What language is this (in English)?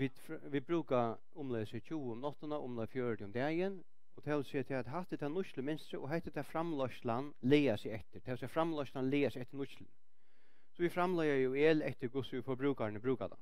Faroese